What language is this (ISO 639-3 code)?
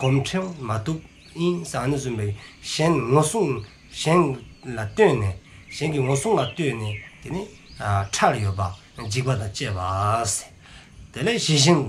dzo